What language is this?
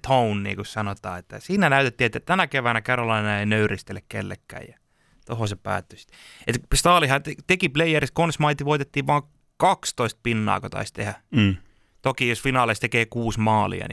Finnish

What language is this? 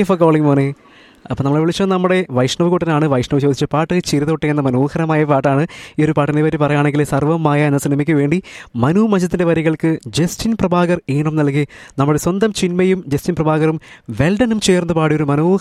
Malayalam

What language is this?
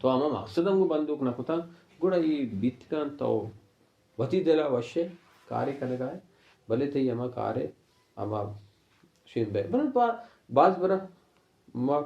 Baluchi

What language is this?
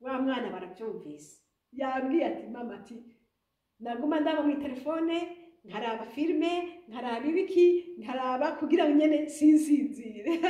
Rundi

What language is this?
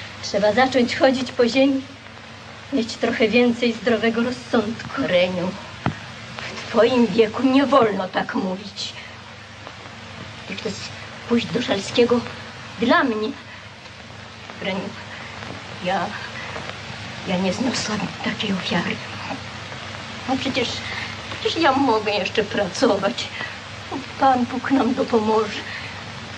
Polish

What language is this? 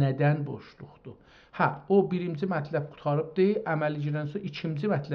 South Azerbaijani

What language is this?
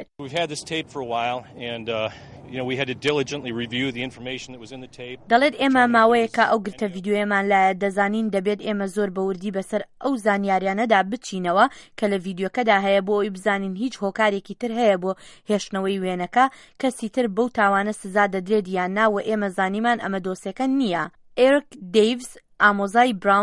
Central Kurdish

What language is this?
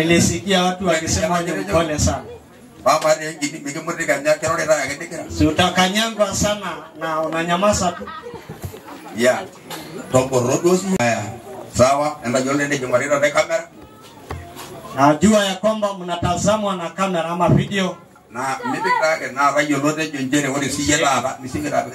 Swahili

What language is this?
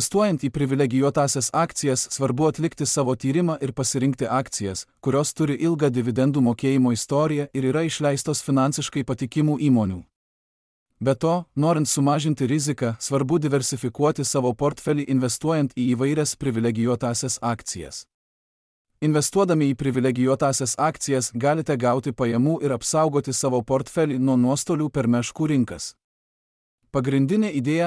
Lithuanian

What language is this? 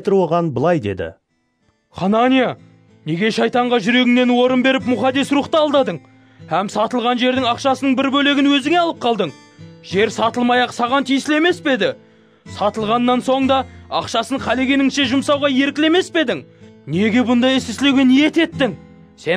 Kara-Kalpak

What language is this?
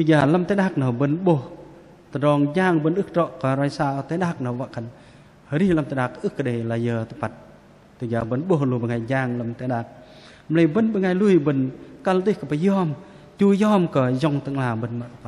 Bahnar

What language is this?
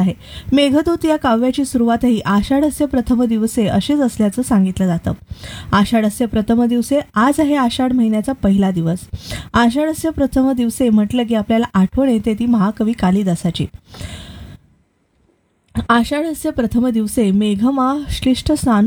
Marathi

